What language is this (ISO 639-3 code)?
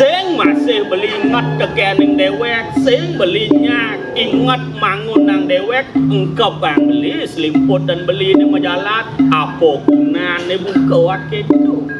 ban